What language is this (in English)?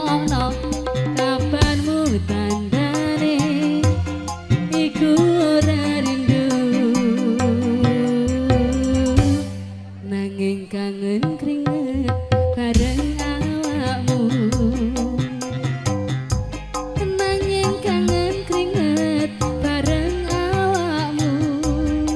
Javanese